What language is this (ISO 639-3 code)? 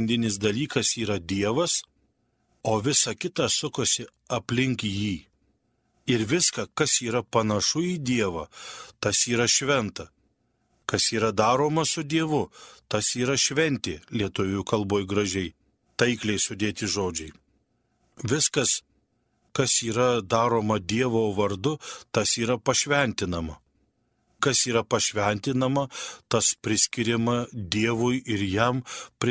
lit